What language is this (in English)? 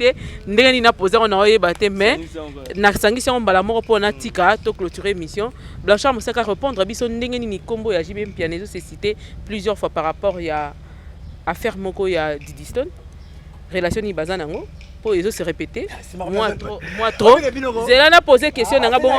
Lingala